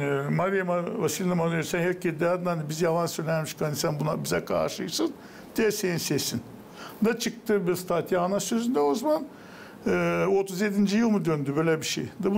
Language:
Gagauz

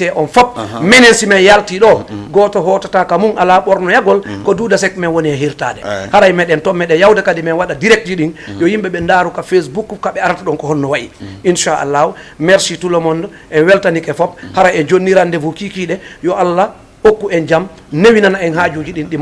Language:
Fula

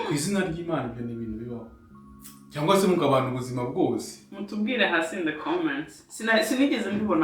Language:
Kinyarwanda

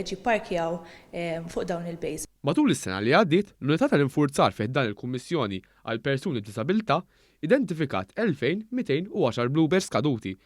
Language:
Maltese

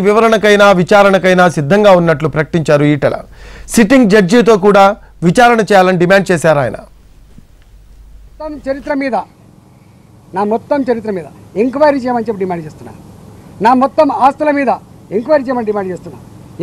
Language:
Telugu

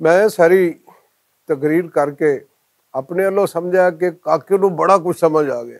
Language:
Western Panjabi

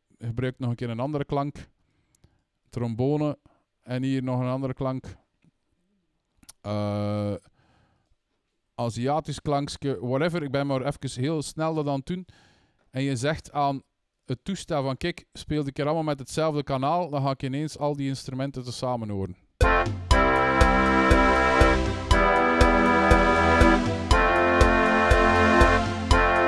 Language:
Dutch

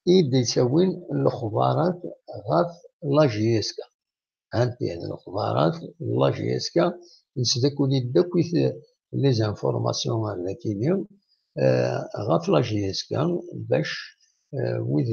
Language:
Kabyle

